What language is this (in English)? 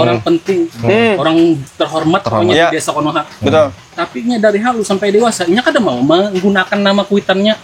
Banjar